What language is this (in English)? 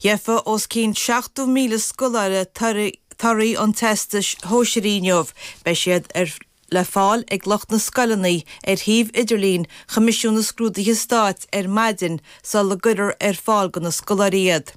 Irish